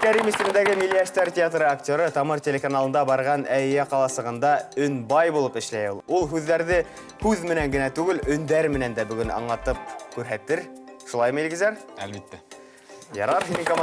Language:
Bashkir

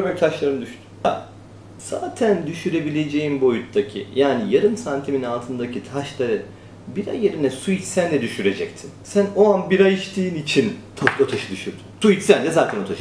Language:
Turkish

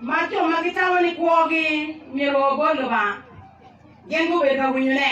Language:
Acoli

